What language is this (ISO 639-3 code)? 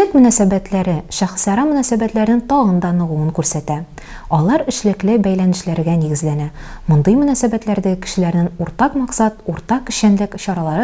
tat